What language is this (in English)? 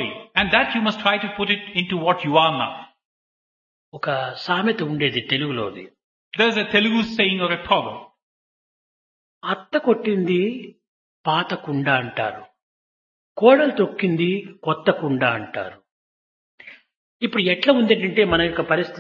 Telugu